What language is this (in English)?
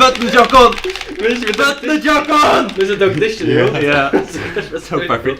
Faroese